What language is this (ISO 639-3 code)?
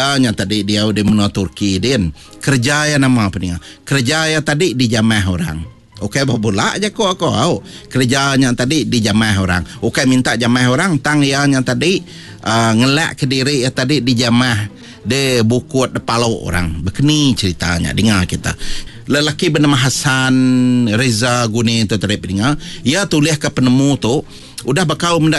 iba